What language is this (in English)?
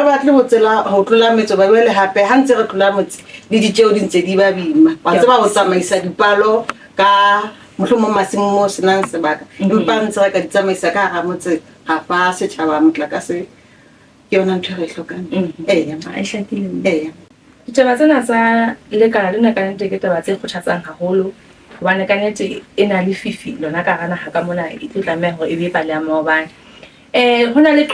Southern Sotho